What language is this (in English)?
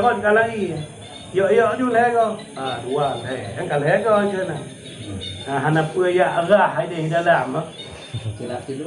Achinese